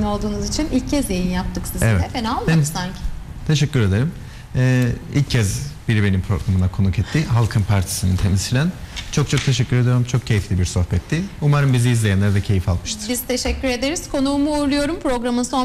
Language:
Turkish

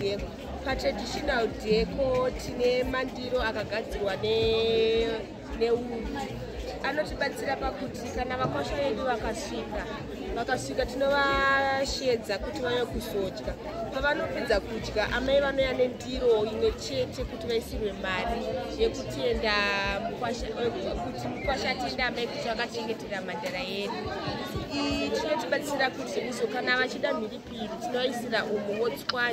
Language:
Shona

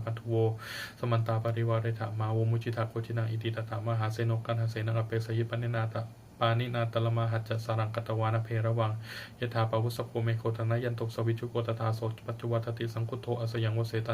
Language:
Pali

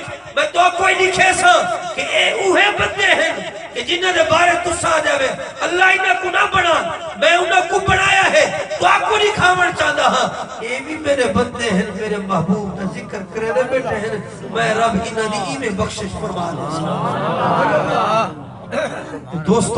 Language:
Saraiki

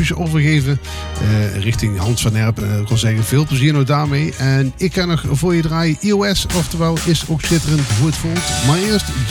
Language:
Dutch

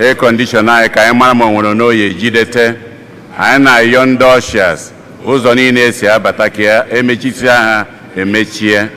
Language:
Igbo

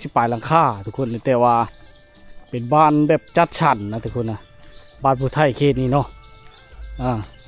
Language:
Lao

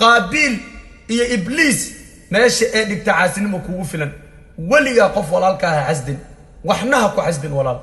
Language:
Somali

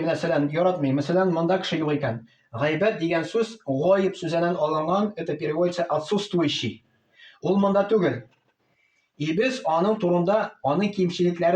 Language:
Tatar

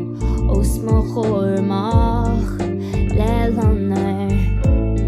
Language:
Irish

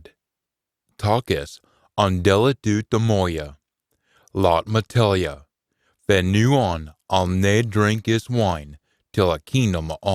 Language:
Scots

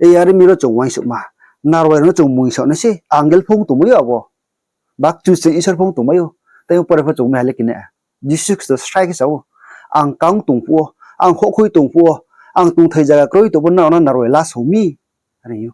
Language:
Riang (India)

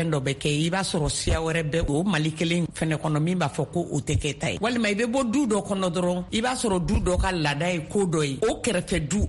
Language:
Bambara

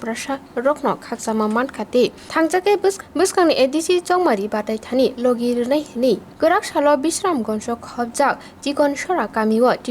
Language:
Kok Borok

